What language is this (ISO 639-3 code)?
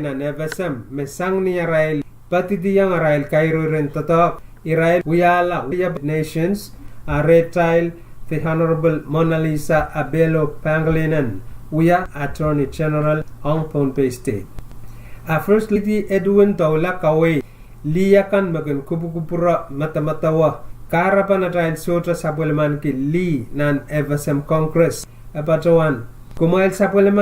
pon